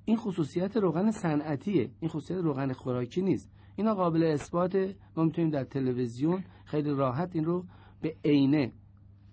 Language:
Persian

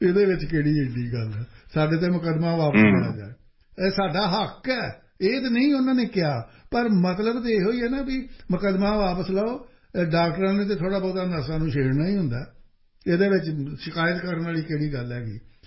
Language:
Punjabi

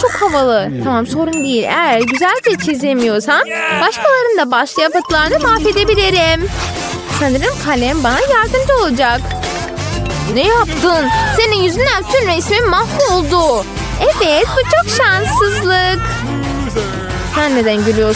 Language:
Turkish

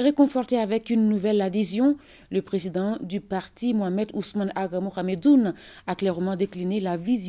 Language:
French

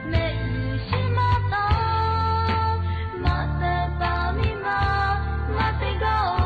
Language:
Lahu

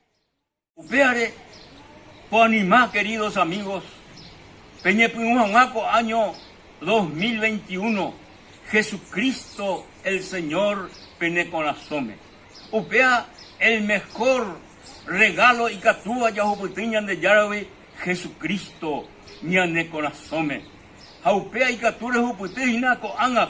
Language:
Guarani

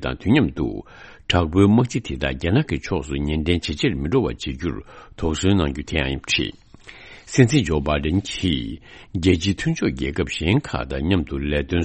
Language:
Tibetan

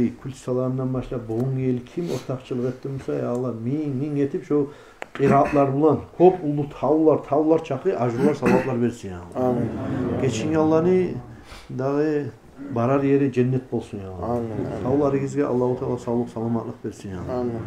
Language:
Kumyk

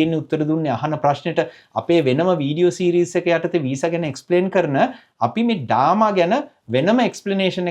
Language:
Sinhala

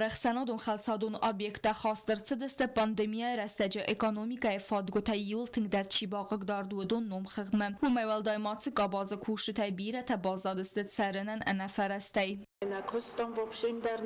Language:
Ossetic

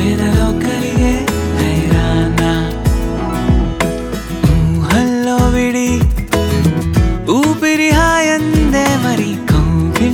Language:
Telugu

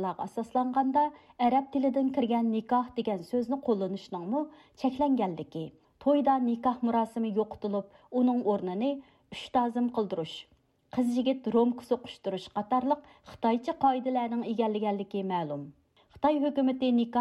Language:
Uyghur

